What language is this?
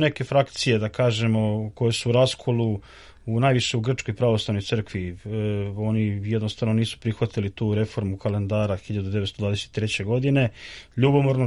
Serbian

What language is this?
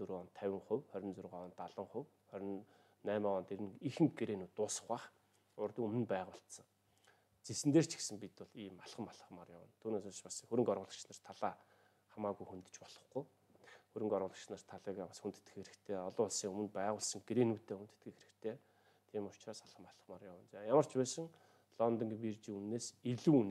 Mongolian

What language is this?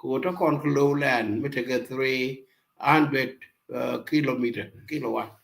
Nuer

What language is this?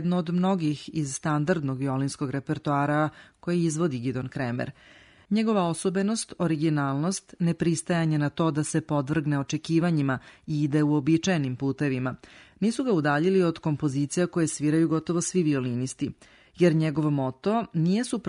Serbian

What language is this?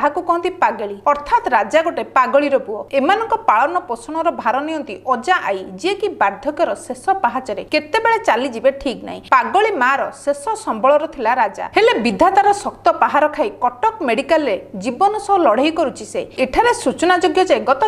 Odia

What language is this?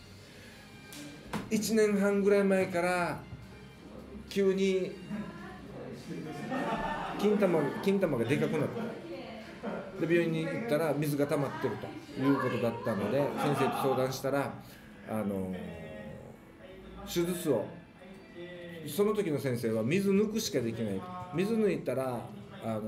Japanese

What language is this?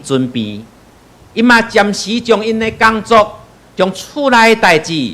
Min Nan Chinese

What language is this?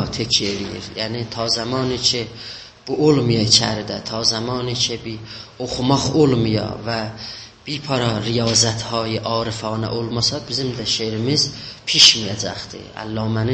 South Azerbaijani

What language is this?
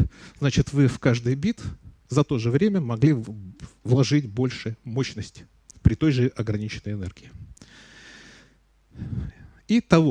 Russian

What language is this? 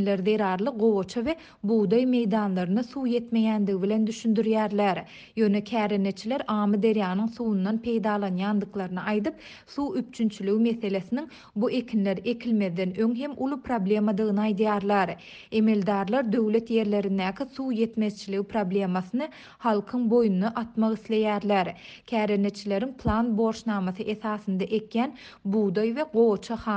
Turkmen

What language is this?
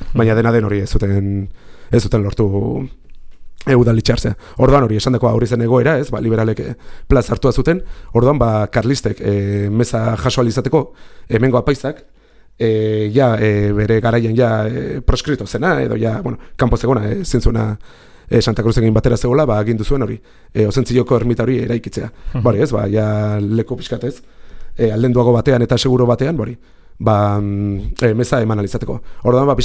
Basque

